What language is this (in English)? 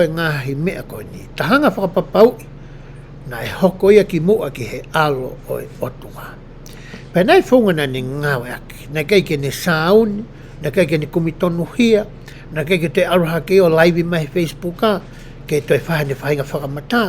Tongan